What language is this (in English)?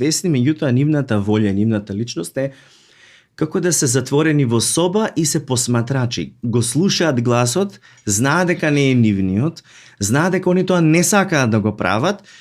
Macedonian